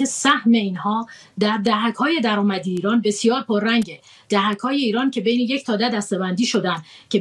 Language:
Persian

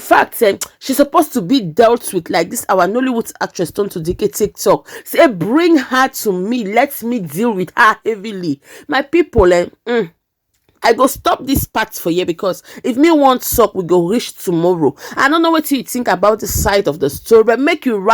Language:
Nigerian Pidgin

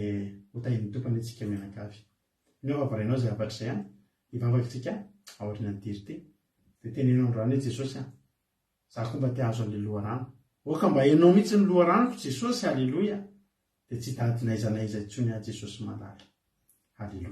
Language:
Malagasy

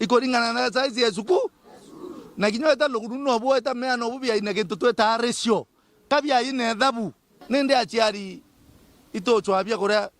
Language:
Meru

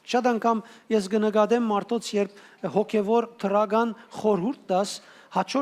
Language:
Western Armenian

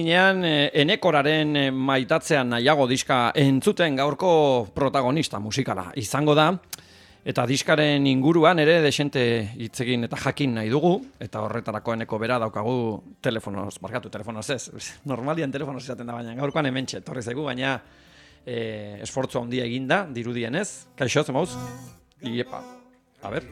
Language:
Basque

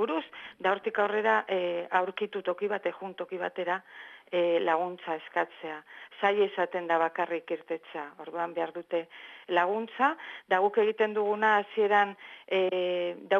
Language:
Basque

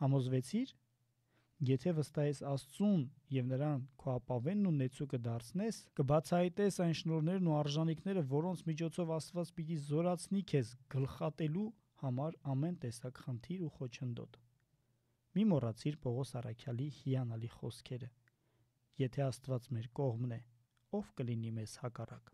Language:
Armenian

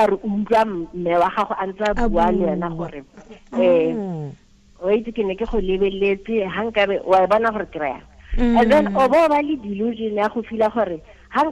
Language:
Tswana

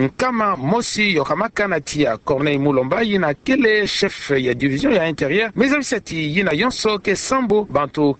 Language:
Kituba (Democratic Republic of Congo)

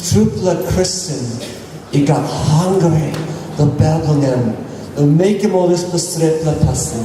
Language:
Tok Pisin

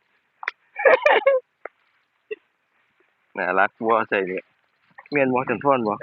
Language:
Lao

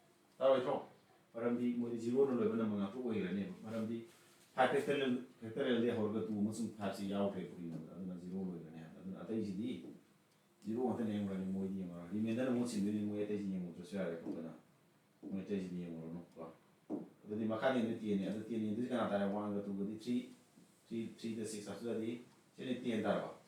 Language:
Manipuri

